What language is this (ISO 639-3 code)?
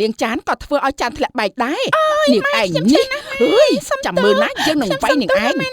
khm